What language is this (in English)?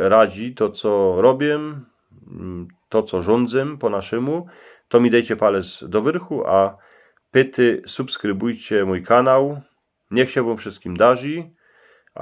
Silesian